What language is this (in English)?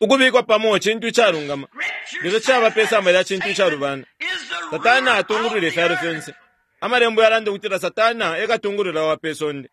Bemba